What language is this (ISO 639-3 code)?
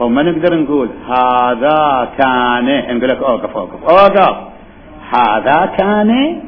acm